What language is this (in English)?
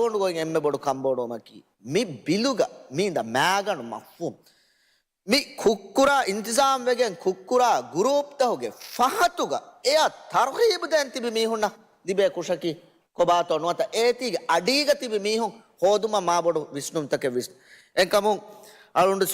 Divehi